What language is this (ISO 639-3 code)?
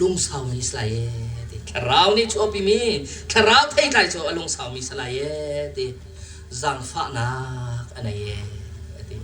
cnh